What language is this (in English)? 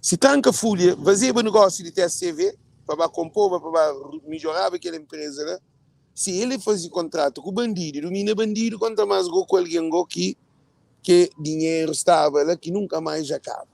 Kabuverdianu